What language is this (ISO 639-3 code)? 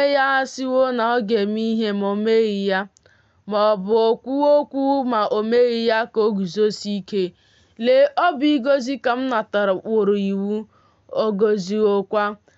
ibo